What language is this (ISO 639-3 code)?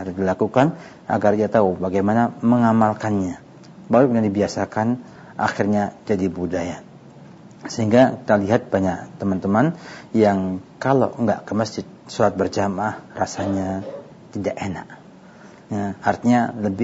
ind